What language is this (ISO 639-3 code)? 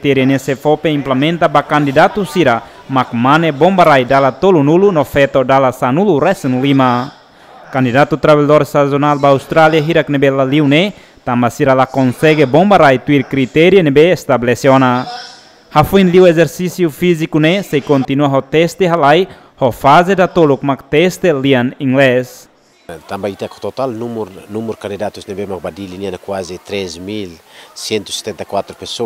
tet